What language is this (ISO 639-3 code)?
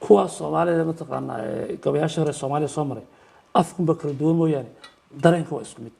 som